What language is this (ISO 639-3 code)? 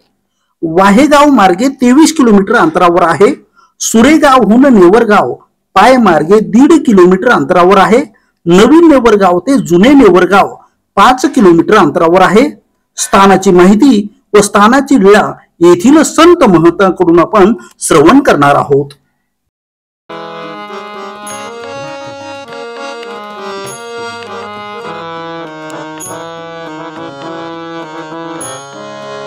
mar